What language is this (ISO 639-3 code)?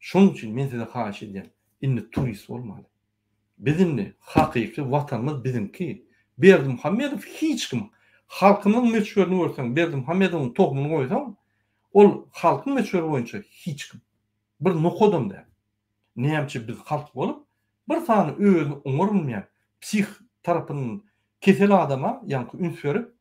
tuk